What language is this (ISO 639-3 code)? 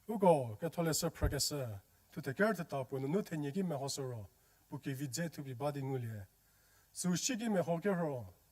njm